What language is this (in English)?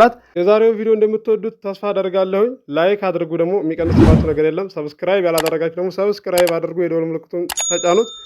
Amharic